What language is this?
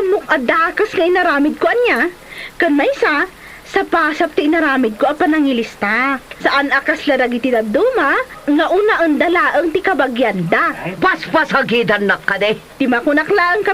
Iloko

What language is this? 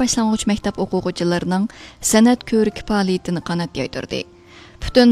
Uyghur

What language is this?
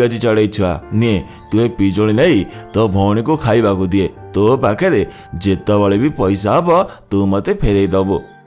Odia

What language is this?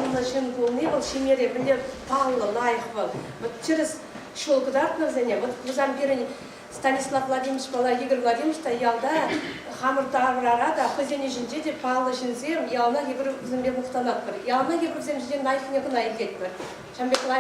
Chuvash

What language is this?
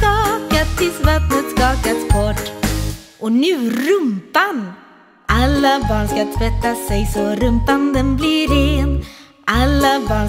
Swedish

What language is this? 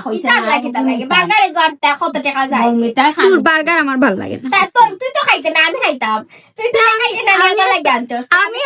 Sylheti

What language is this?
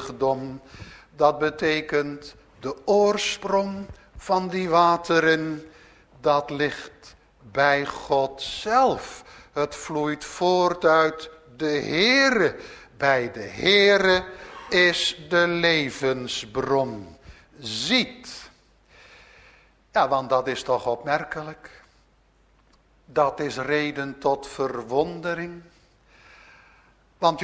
Dutch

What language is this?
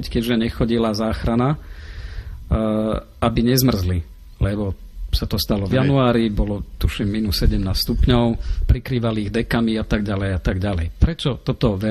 Slovak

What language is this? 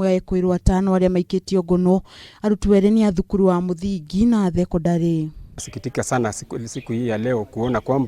Kikuyu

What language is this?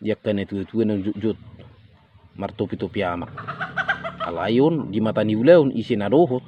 Batak Toba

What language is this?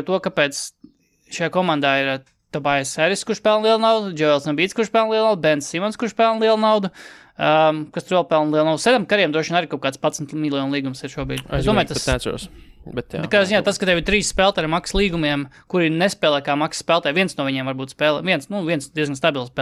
Latvian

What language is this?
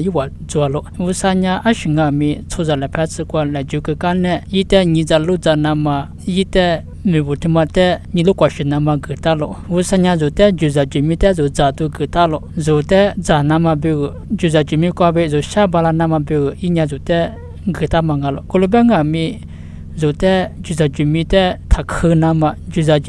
Lisu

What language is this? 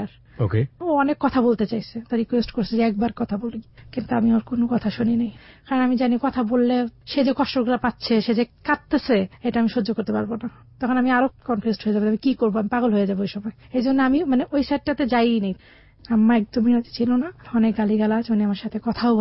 Bangla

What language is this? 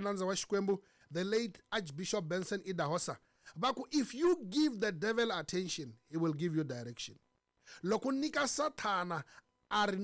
Tsonga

